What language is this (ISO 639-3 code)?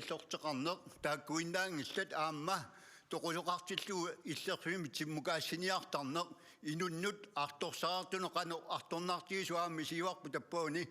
kal